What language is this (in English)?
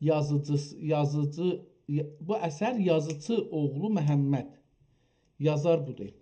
South Azerbaijani